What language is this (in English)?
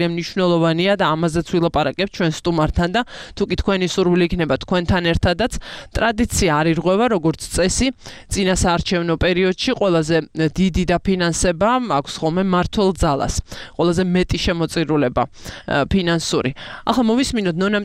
Georgian